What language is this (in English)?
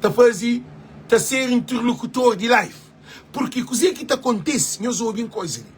Kabuverdianu